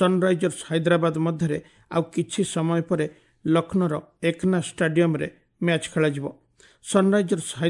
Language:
Odia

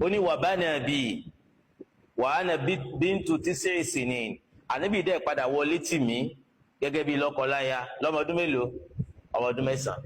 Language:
Yoruba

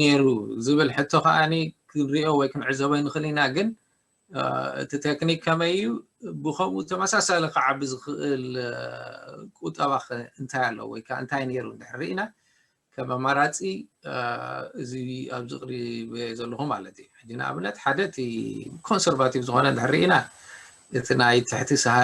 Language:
Tigrinya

